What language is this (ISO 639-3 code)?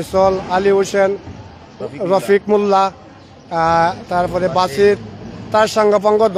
syl